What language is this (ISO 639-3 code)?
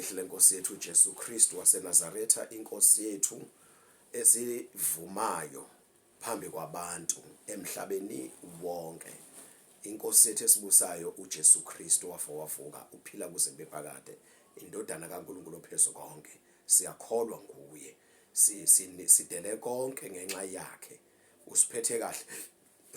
zul